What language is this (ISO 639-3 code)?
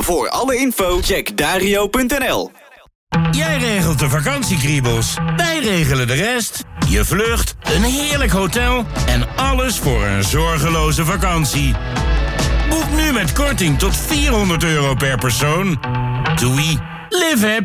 nld